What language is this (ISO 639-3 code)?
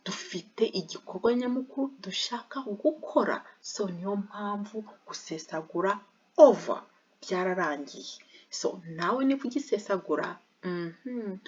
kin